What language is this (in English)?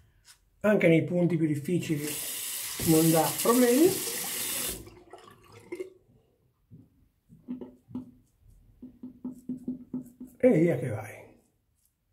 Italian